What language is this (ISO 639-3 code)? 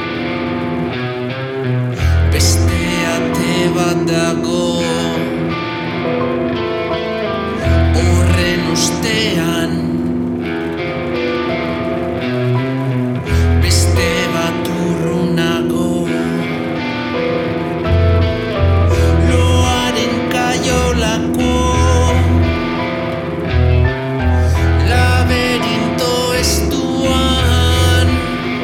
eus